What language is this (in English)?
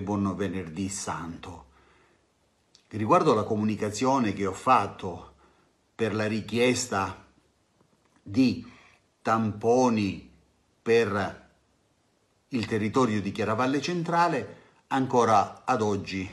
Italian